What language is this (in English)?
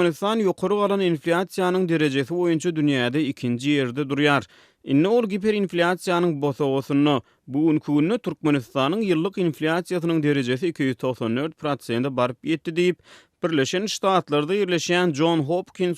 Turkmen